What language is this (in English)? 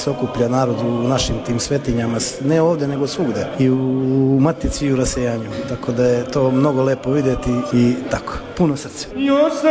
Croatian